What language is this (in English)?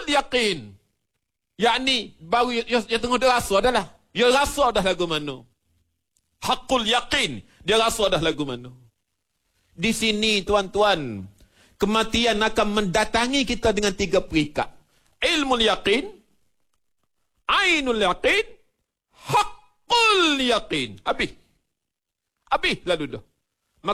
Malay